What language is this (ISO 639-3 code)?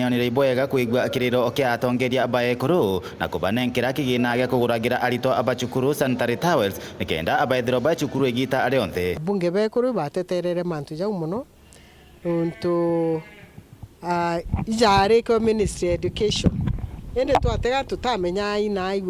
mer